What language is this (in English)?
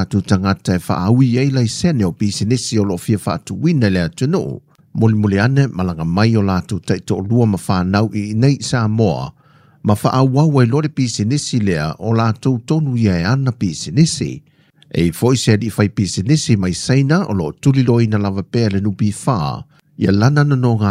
Samoan